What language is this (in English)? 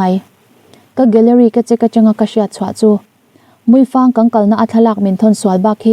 Mizo